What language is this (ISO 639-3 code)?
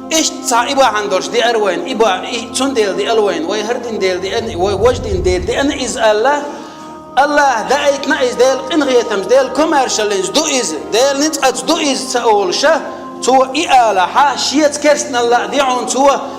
che